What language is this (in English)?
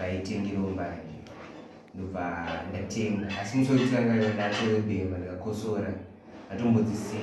Shona